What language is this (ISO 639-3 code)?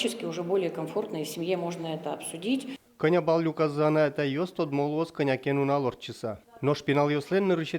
udm